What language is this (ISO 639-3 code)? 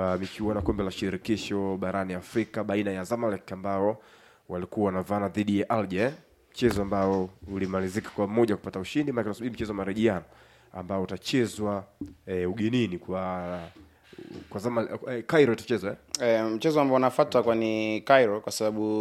swa